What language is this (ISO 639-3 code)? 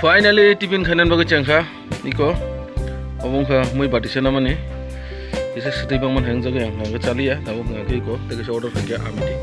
trp